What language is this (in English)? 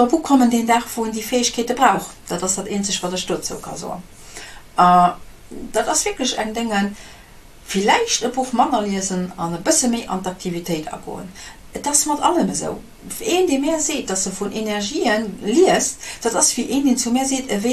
Luxembourgish